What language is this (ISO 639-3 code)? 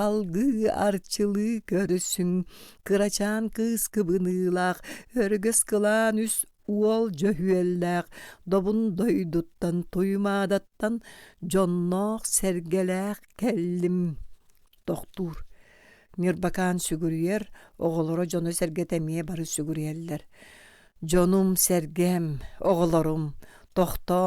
sah